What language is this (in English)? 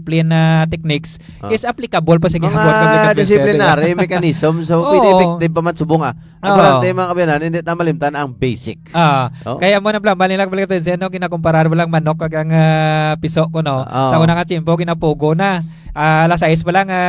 Hiligaynon